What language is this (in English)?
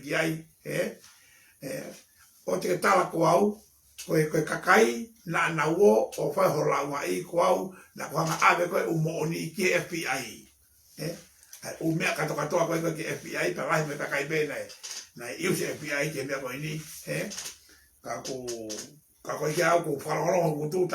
Tongan